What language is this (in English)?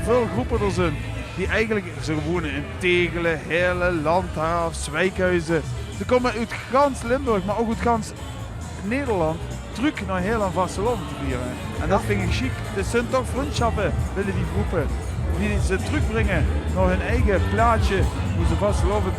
Limburgish